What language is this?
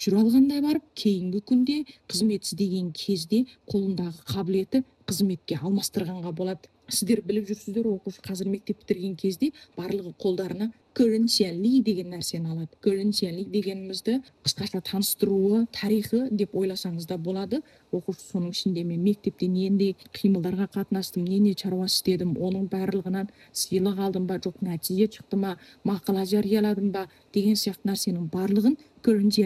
Kazakh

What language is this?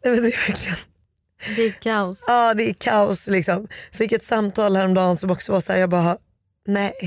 Swedish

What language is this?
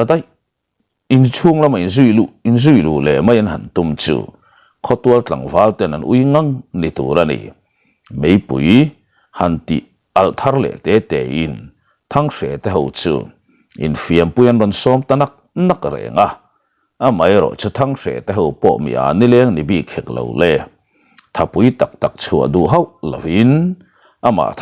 Mizo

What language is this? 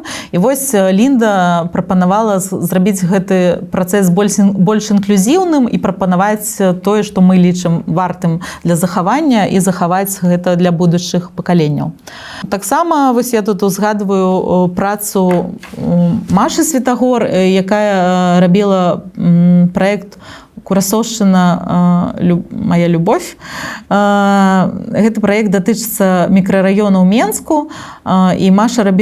Belarusian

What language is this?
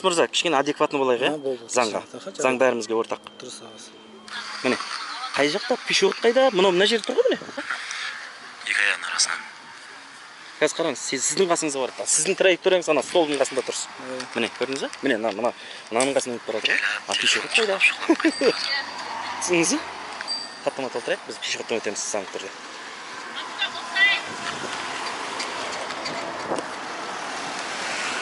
Kazakh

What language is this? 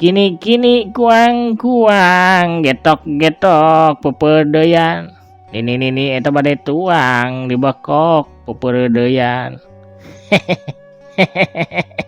Sundanese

